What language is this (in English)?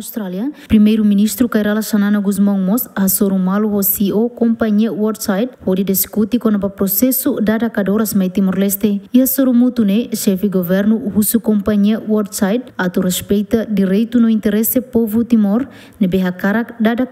Tetum